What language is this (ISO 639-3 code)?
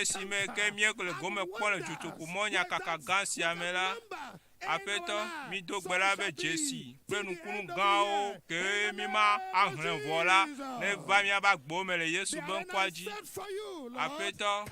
ewe